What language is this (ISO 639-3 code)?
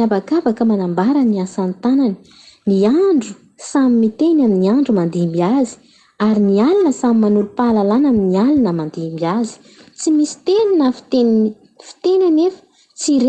mlg